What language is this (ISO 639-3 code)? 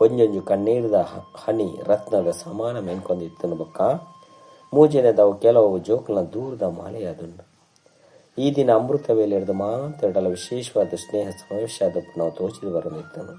tcy